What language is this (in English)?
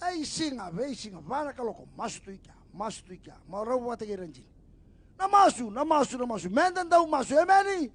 Fijian